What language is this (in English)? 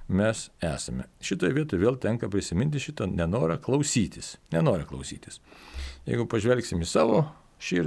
Lithuanian